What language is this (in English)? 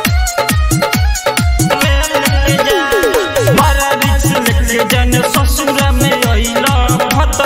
Bhojpuri